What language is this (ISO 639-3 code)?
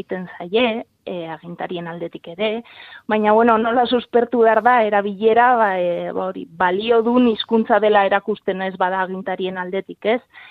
eus